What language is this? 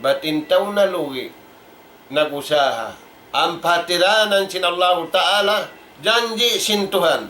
Tausug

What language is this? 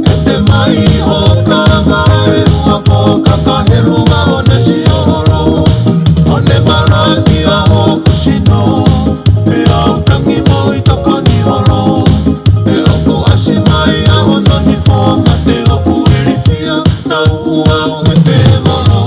Tongan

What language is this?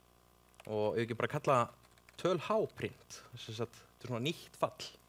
Icelandic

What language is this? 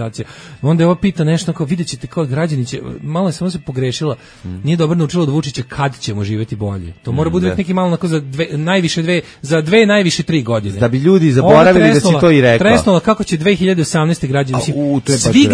Serbian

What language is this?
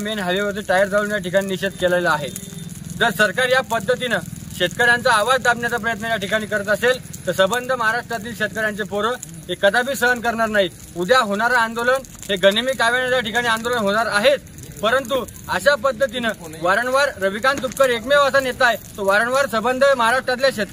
Marathi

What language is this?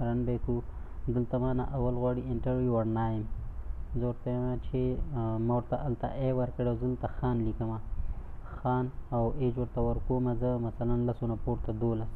Pashto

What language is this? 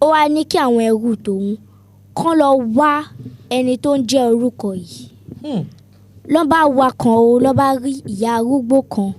Yoruba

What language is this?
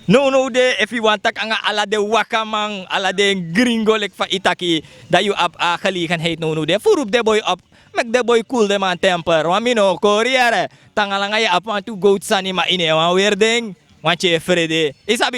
Sranan Tongo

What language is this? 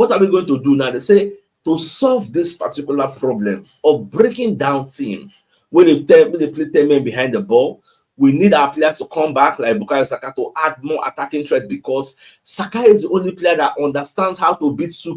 Nigerian Pidgin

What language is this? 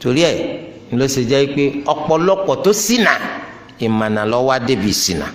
Yoruba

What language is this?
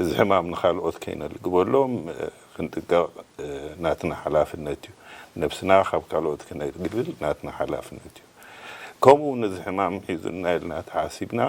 Tigrinya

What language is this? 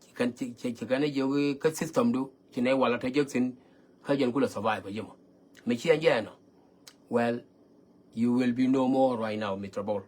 Nuer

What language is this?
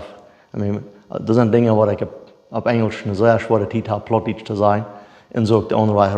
Plautdietsch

